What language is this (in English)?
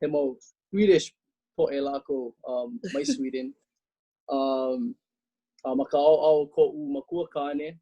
Hawaiian